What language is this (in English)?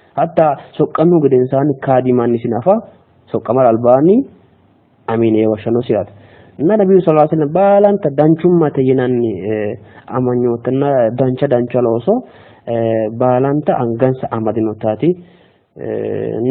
Sidamo